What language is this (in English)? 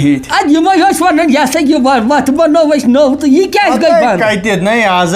Kashmiri